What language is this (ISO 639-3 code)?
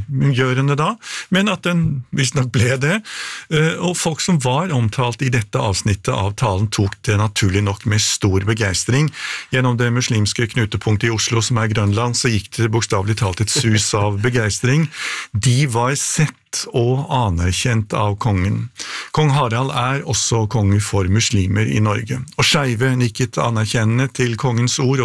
nor